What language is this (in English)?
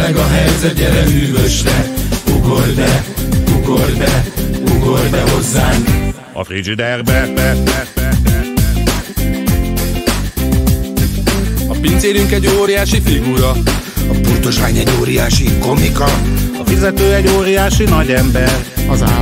Hungarian